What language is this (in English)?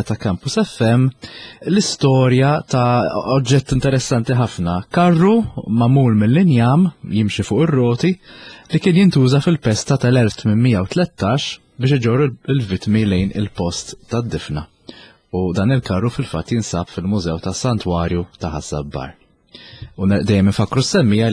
Maltese